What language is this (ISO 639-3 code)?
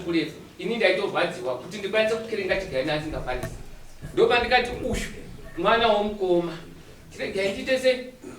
sna